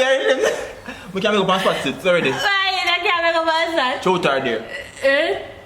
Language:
Jamaican Creole English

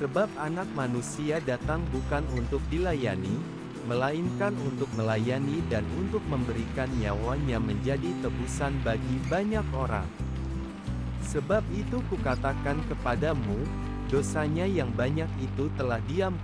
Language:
Indonesian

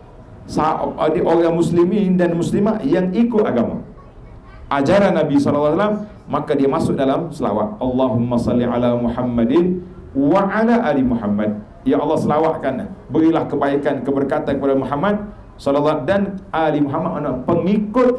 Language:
Malay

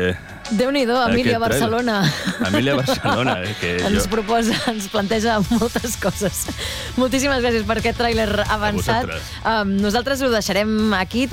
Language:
Catalan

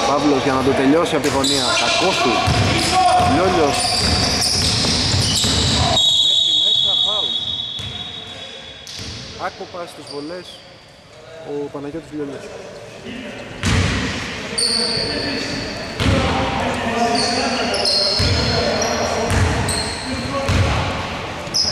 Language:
Greek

